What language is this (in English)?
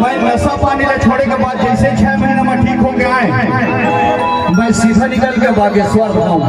Chhattisgarhi